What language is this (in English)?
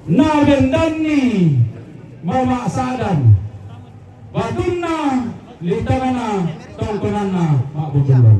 Toraja-Sa'dan